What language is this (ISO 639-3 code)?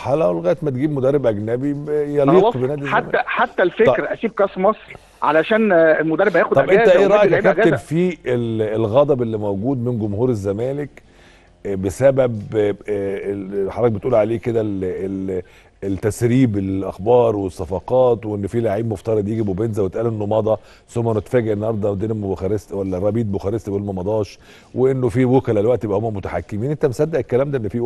arz